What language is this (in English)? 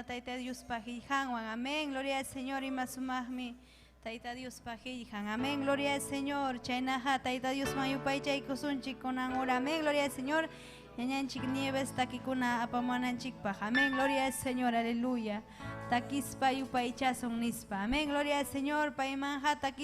Ayacucho Quechua